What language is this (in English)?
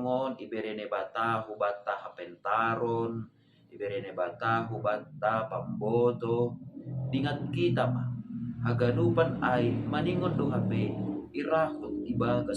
Batak Simalungun